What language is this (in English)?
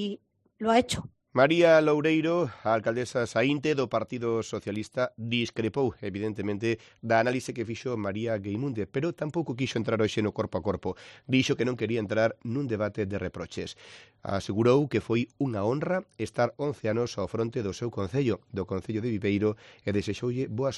Galician